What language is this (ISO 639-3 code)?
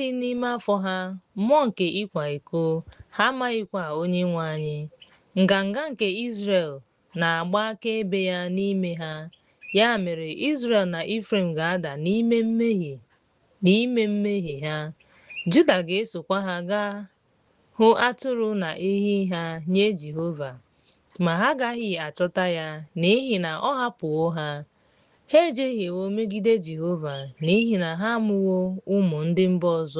ibo